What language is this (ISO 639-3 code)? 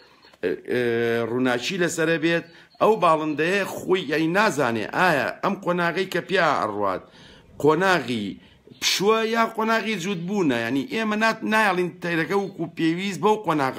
ckb